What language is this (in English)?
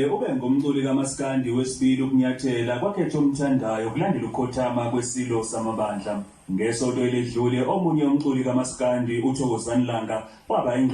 Zulu